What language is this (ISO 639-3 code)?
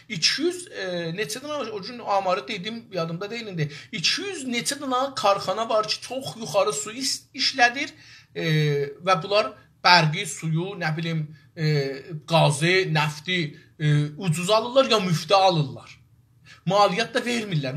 azb